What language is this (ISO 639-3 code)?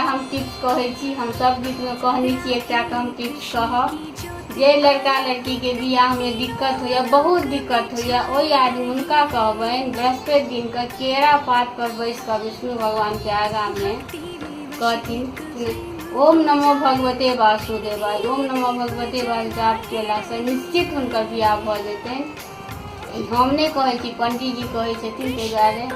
mai